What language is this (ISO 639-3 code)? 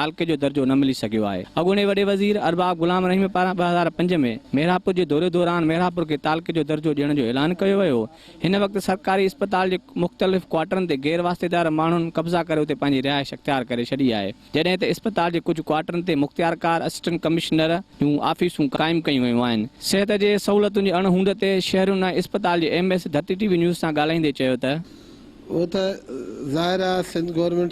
snd